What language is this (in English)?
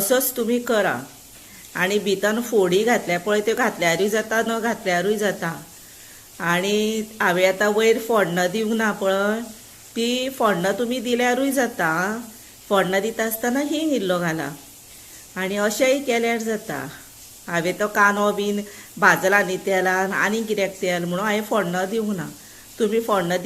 Konkani